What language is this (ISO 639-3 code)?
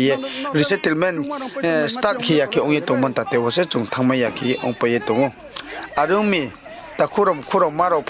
ria